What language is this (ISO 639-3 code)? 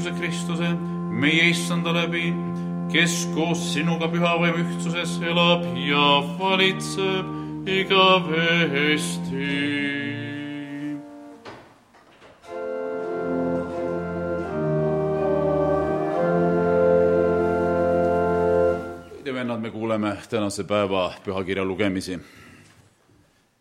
est